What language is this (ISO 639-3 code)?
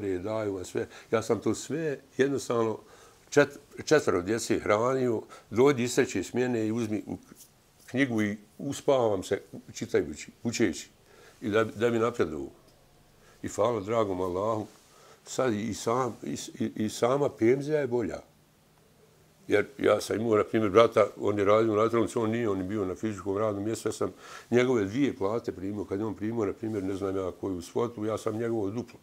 bos